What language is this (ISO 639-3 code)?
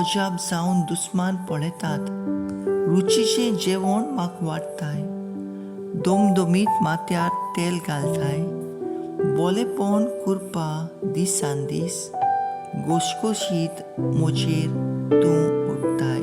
kok